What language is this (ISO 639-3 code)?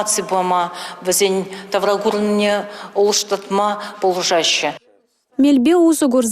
chv